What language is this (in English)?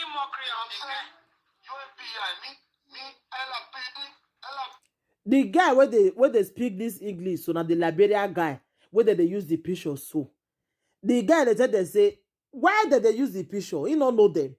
Nigerian Pidgin